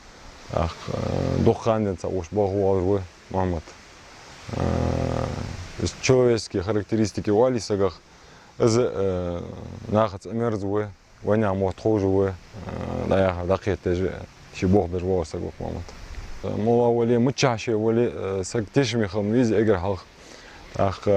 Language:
Ingush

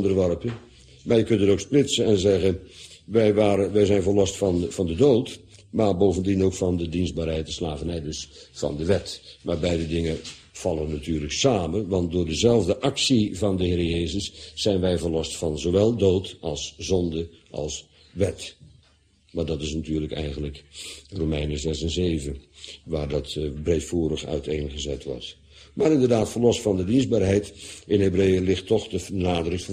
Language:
Dutch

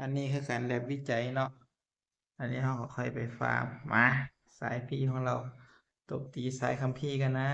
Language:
Northeastern Thai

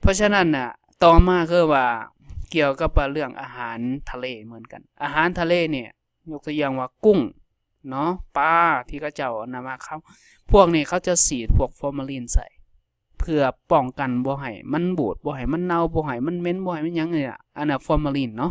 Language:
Lao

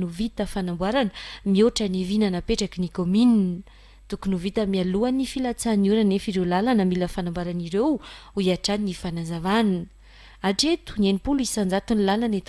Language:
Malagasy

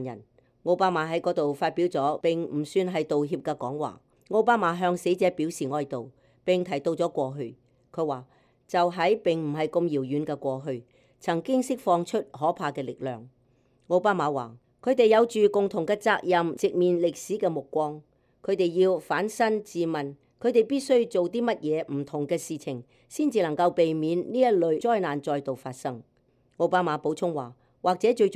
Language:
Cantonese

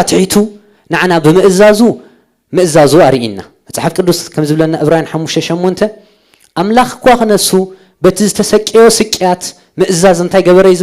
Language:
Tigrinya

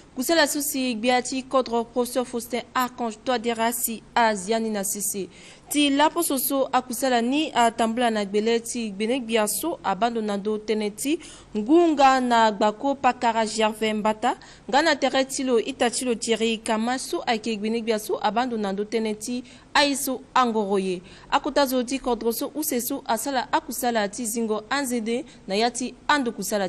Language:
Sango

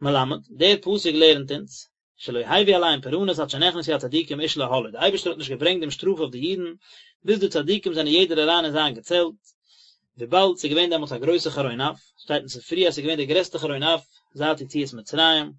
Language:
Yiddish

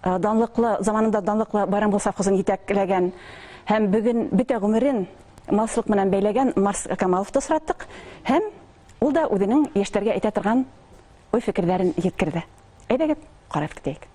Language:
Bashkir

